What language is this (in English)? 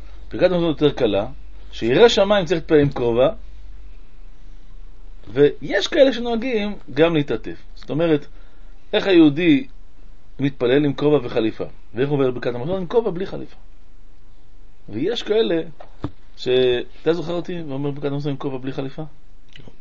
Hebrew